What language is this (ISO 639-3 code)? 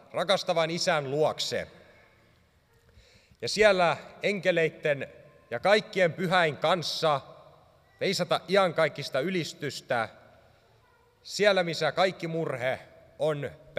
fin